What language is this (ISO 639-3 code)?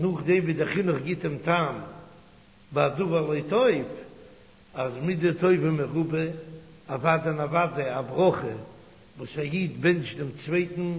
yid